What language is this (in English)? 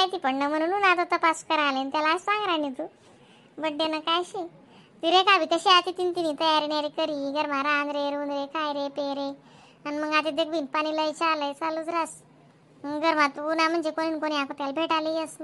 Khandesi